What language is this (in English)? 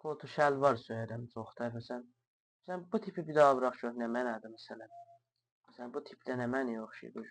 South Azerbaijani